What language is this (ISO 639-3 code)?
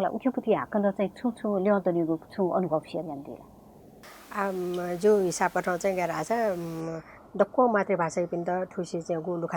new